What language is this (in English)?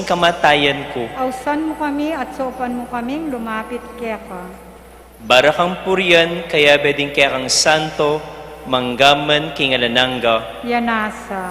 Pampanga